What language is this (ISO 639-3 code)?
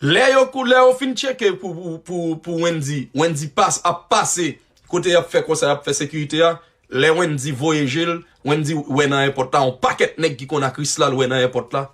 hat